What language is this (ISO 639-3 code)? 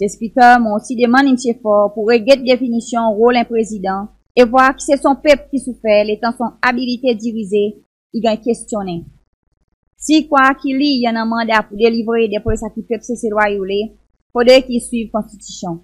crs